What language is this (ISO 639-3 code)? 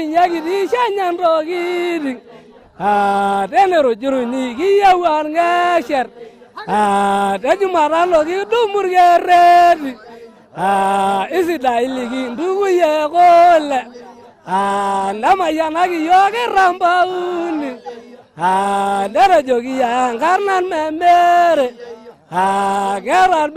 mas